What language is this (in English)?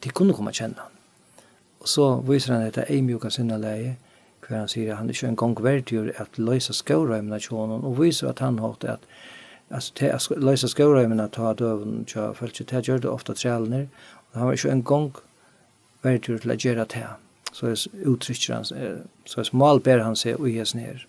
Faroese